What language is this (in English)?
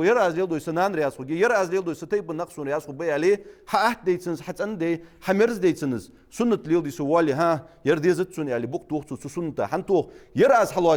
Ingush